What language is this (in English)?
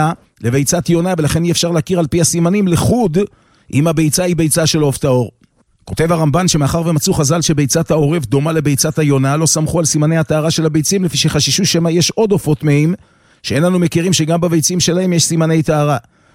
Hebrew